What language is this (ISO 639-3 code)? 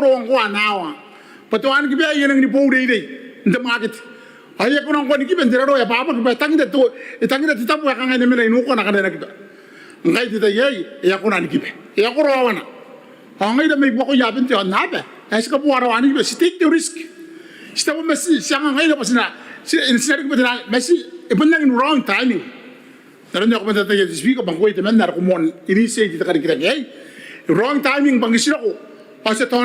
gil